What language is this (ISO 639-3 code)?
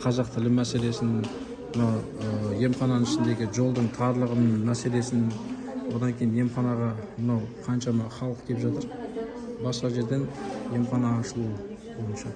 kaz